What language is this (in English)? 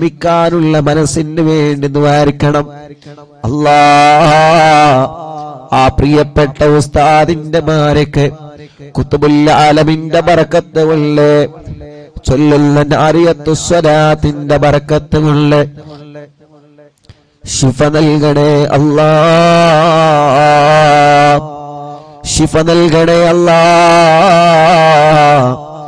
Malayalam